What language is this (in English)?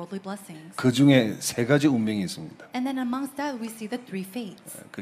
Korean